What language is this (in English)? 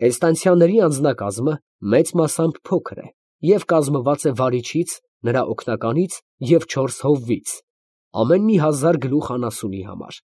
Armenian